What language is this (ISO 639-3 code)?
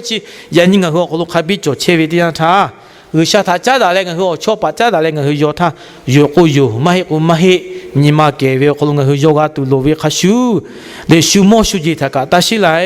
lhu